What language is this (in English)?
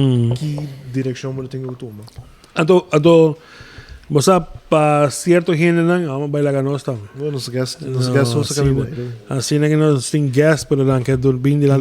Papiamento